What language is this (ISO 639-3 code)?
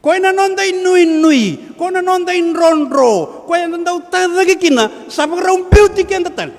fij